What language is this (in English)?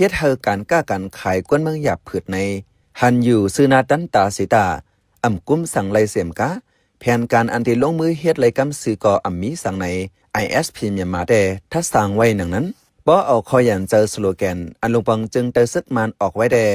Shan